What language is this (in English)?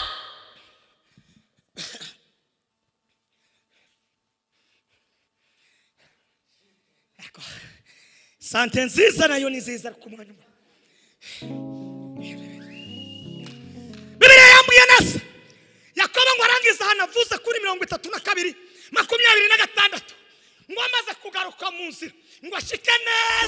Kinyarwanda